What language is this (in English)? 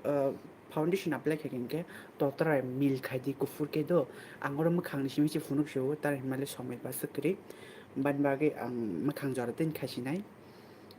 Kok Borok